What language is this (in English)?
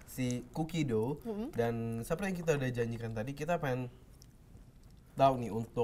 Indonesian